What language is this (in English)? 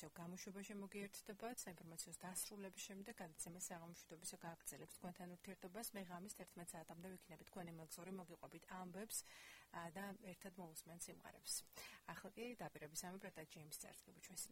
Georgian